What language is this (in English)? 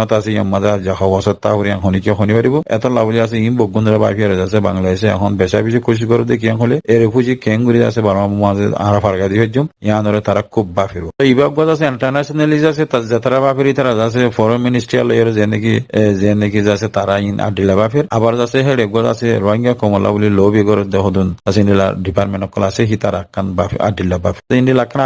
Rohingya